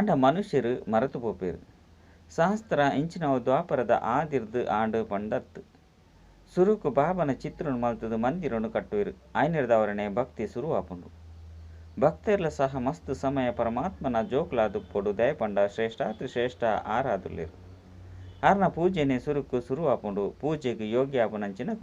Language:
Tulu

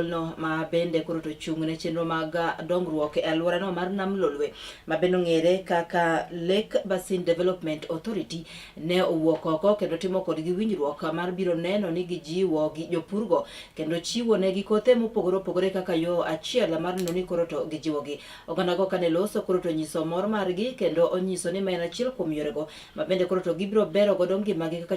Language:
Luo (Kenya and Tanzania)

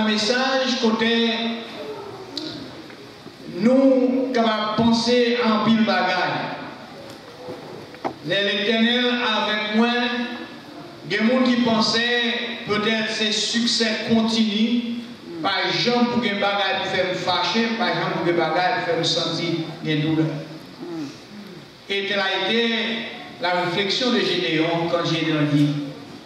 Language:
French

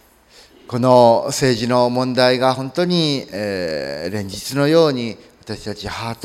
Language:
Japanese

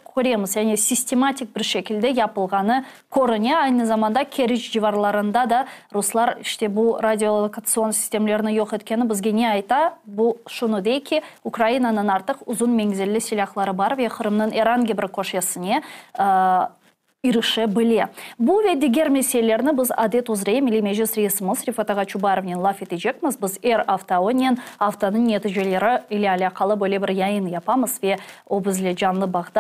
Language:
Crimean Tatar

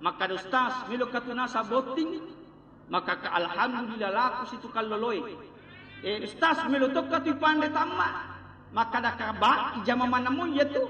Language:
Buginese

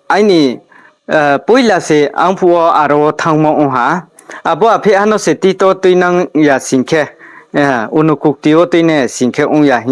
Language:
Riang (India)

